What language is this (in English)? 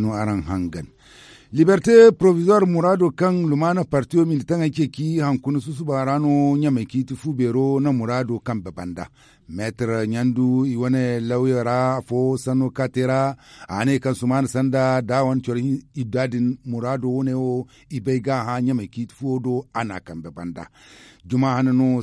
Zarma